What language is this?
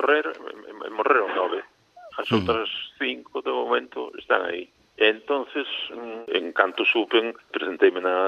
Galician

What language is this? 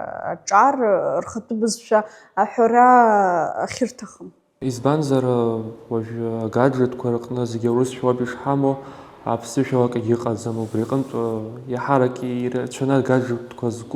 Abkhazian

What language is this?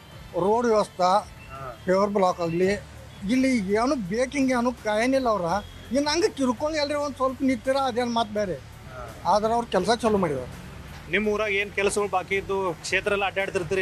Kannada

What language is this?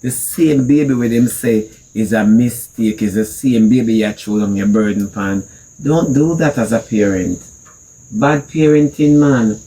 Jamaican Creole English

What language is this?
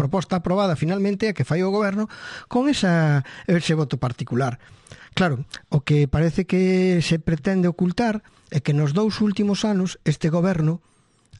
Galician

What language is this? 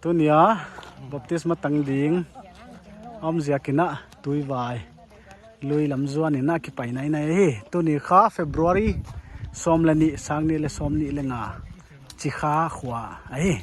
Paite Chin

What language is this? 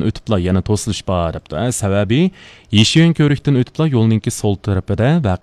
Uyghur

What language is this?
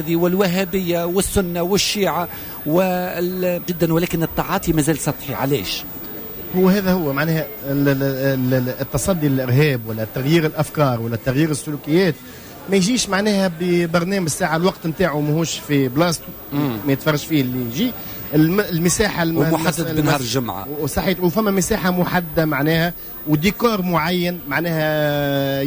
Tunisian Arabic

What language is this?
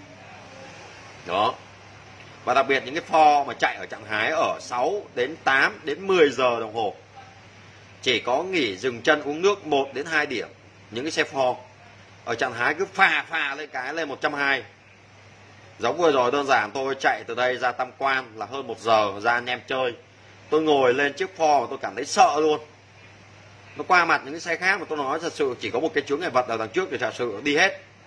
Vietnamese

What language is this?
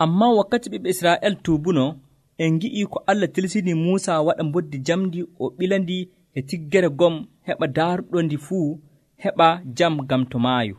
Nigerian Fulfulde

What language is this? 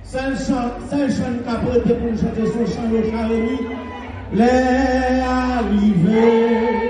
Haitian Creole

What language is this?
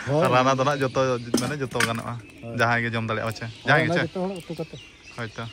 Santali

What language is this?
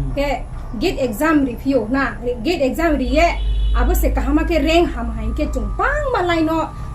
Riang (India)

